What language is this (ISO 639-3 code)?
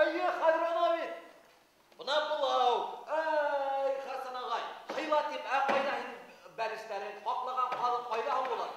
bak